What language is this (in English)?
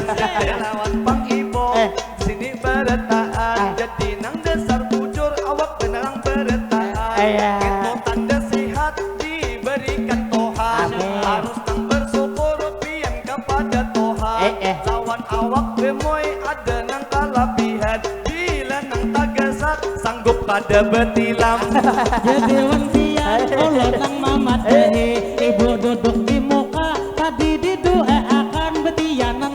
Banjar